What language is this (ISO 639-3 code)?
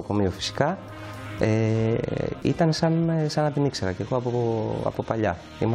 ell